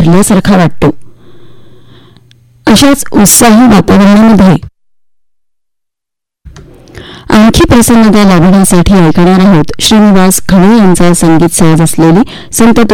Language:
Marathi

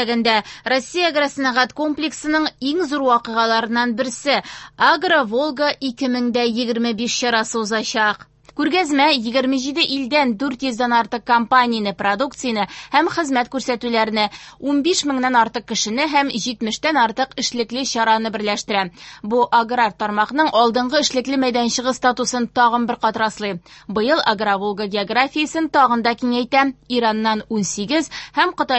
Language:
Tatar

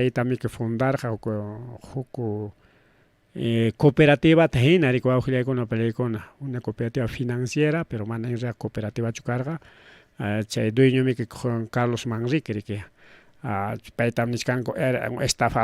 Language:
Ayacucho Quechua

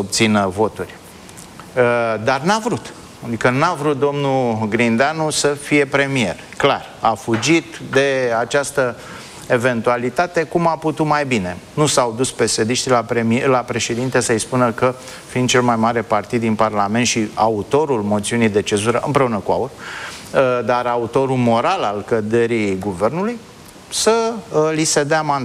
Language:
Romanian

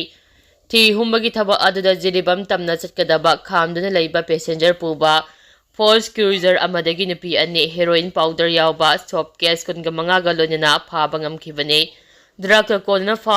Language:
Manipuri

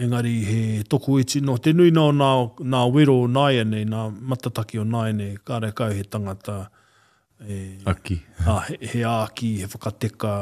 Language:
Māori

